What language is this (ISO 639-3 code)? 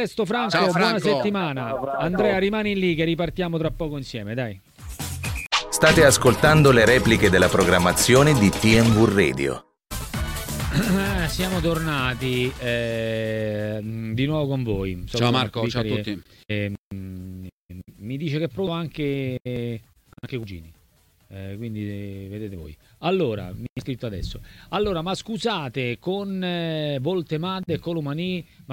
ita